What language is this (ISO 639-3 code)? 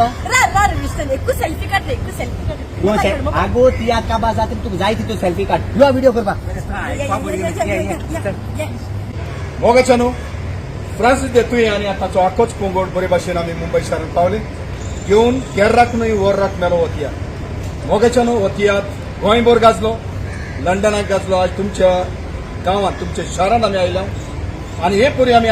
kok